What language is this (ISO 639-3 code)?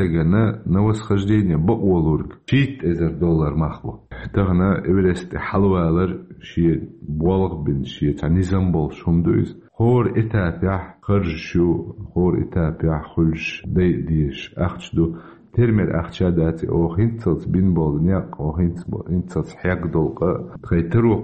che